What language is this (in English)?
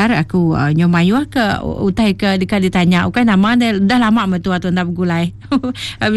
Iban